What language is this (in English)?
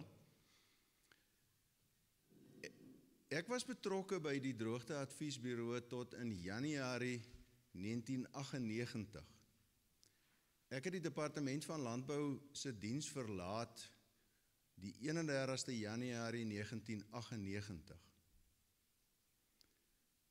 Afrikaans